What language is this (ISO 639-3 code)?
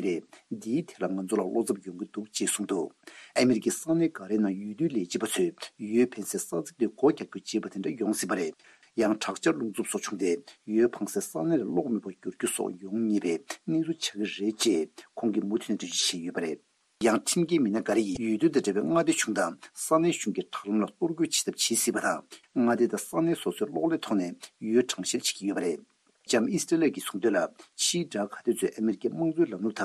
bod